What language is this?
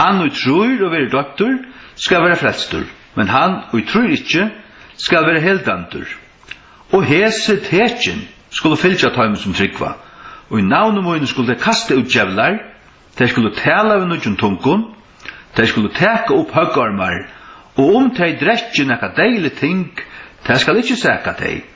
Faroese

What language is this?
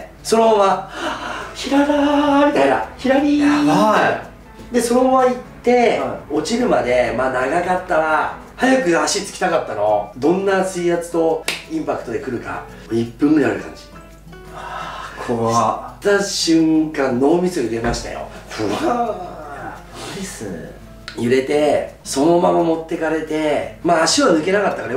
Japanese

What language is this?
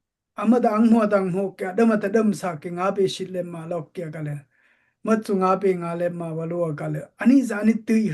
Dimasa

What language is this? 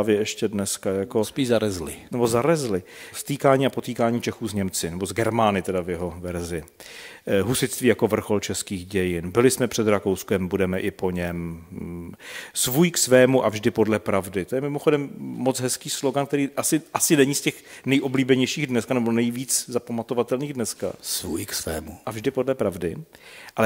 Czech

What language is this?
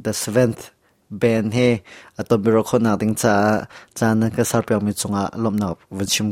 Hakha Chin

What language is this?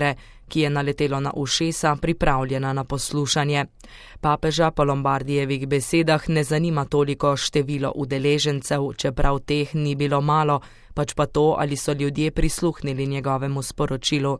Slovenian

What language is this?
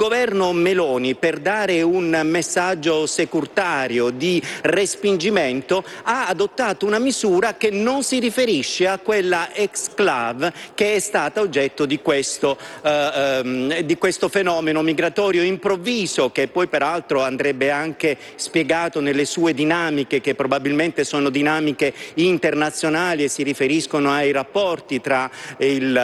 Italian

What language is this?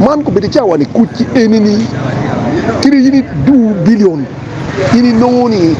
Acoli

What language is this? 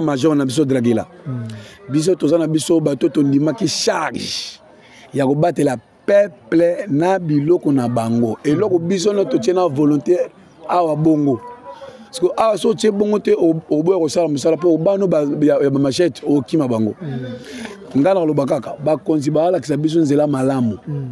Lingala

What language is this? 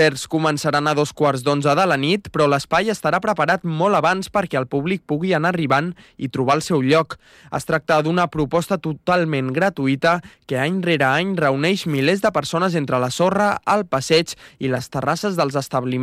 Catalan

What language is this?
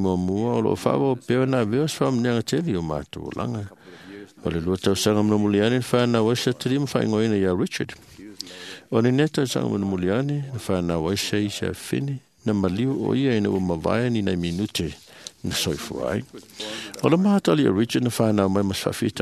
Samoan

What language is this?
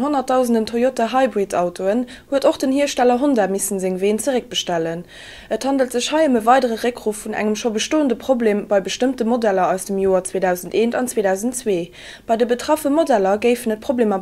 Luxembourgish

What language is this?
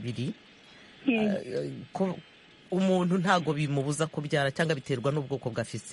Kinyarwanda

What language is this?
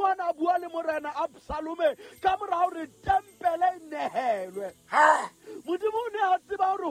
Southern Sotho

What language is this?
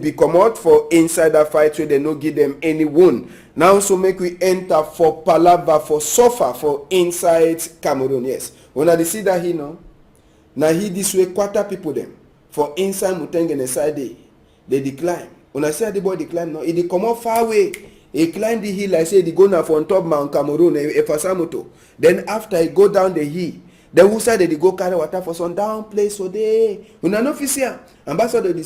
Cameroon Pidgin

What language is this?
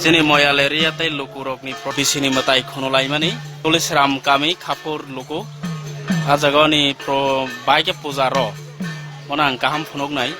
Kok Borok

